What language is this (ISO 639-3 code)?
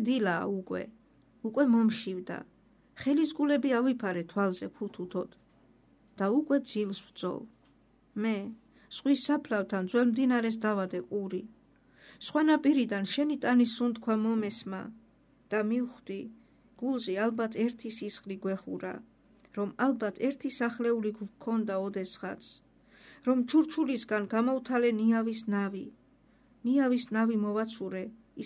kat